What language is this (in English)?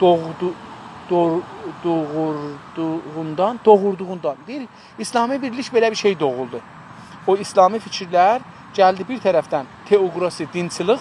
South Azerbaijani